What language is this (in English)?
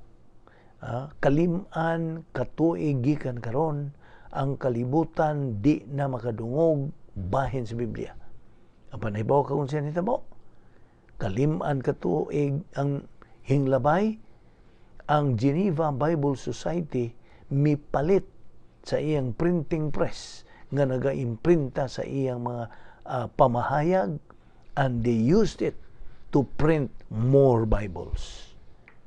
Cebuano